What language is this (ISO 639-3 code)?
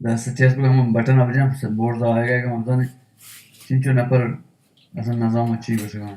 bal